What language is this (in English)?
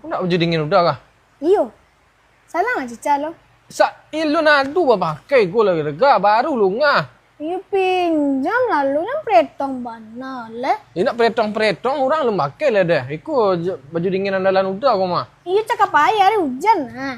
Minangkabau